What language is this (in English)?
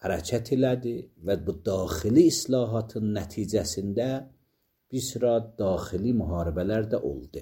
Azerbaijani